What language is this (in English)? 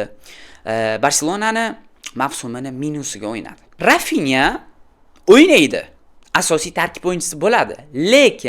Uzbek